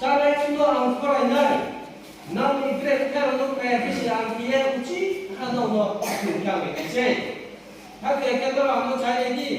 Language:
Riang (India)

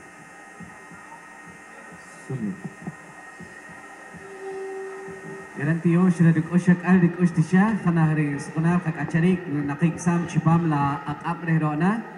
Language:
Spanish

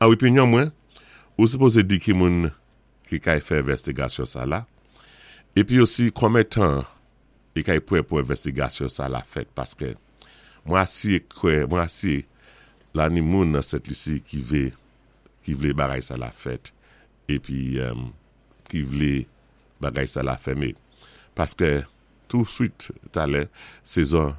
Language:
Saint Lucian Creole French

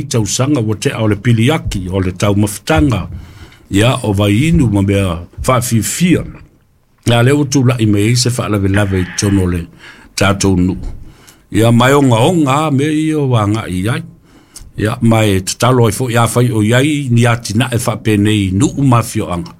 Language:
Samoan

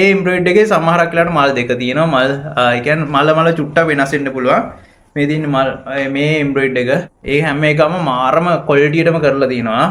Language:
Sinhala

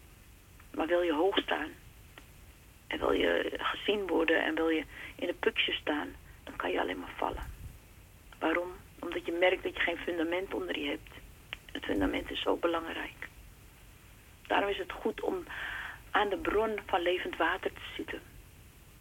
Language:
Dutch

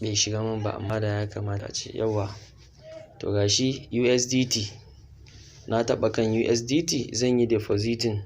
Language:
Hausa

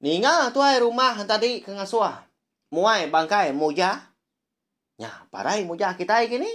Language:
Iban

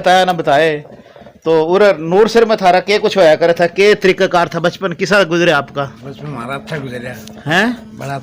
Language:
Haryanvi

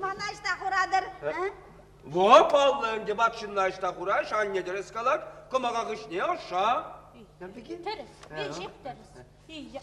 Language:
Chuvash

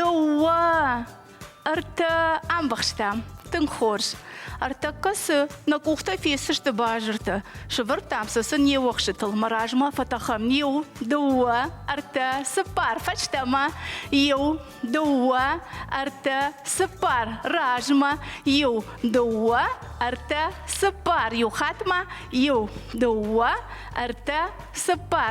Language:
Ossetic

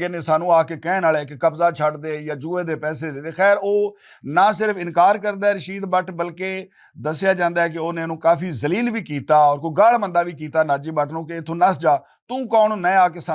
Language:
Western Panjabi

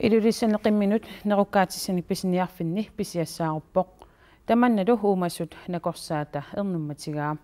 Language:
Kalaallisut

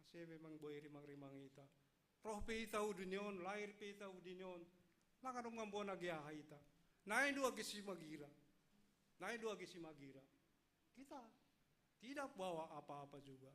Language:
Batak Simalungun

